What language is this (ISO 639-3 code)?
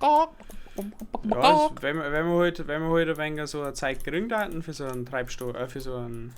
bar